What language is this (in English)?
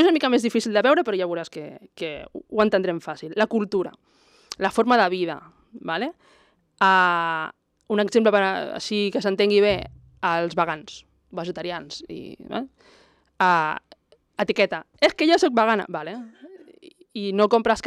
Catalan